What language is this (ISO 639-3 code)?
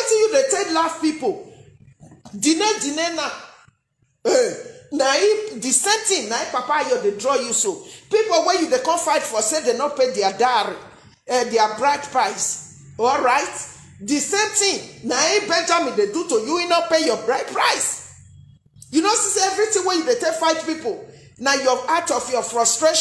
pcm